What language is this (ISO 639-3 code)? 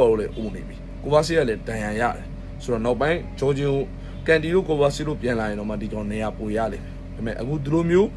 mya